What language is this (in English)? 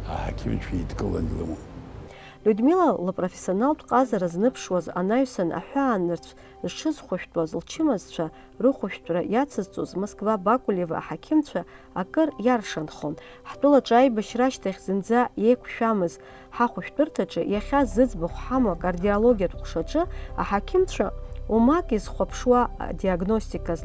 Abkhazian